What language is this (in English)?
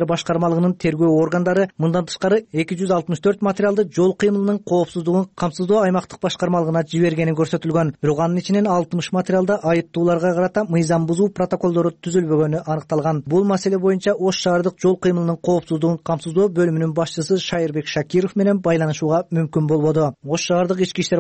Kyrgyz